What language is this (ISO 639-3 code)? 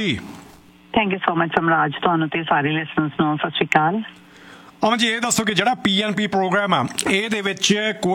pan